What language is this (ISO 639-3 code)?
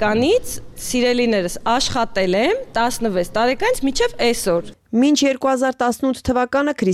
hye